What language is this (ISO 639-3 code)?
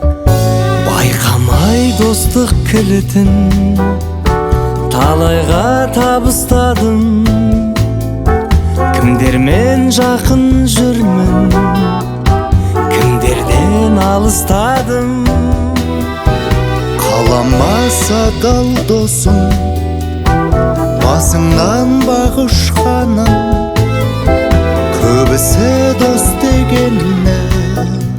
kaz